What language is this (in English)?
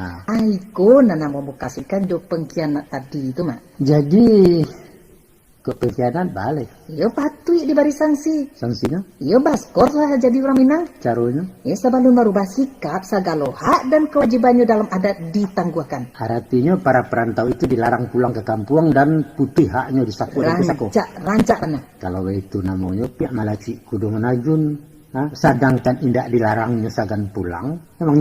Minangkabau